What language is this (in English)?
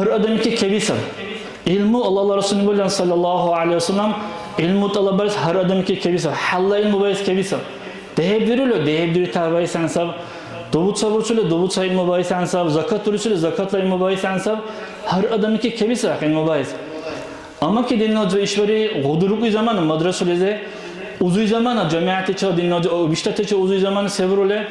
Dargwa